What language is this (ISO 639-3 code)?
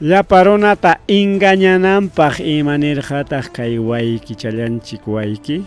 quy